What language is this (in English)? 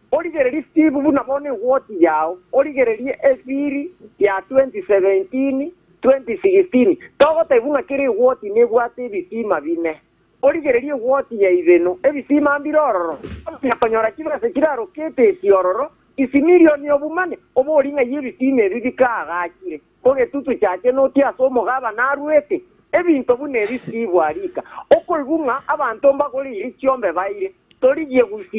Gusii